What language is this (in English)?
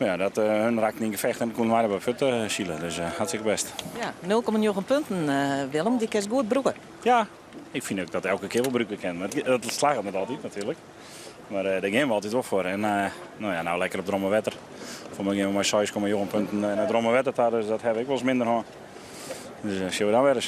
Western Frisian